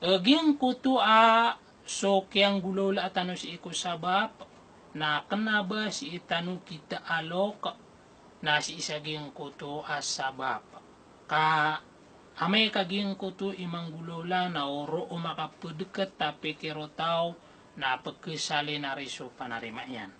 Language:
Maranao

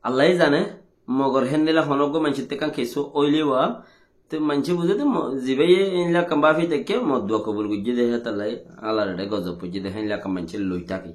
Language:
Rohingya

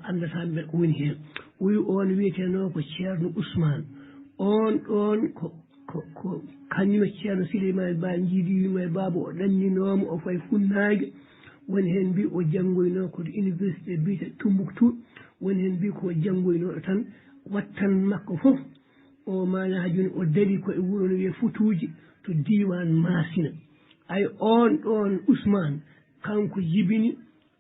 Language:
Fula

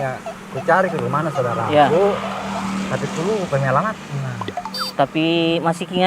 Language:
Makassar Malay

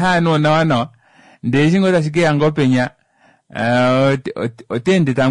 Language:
Kuanyama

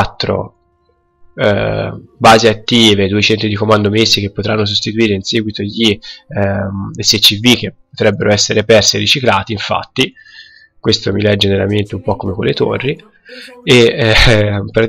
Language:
Italian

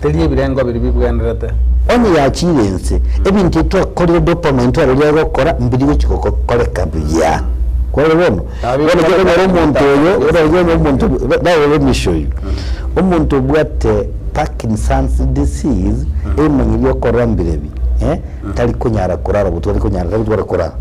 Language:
Gusii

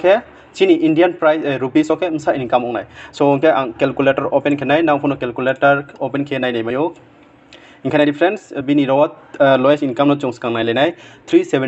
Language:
Riang (India)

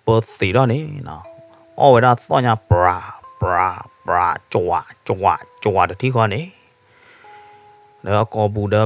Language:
S'gaw Karen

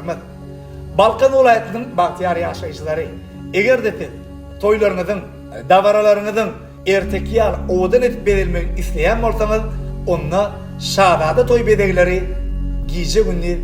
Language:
Turkmen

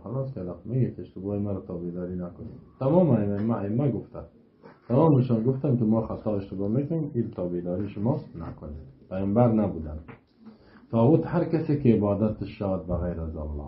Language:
Persian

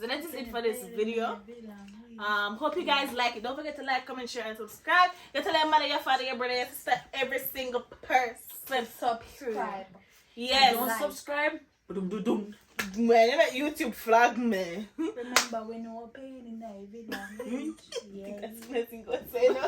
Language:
Jamaican Creole English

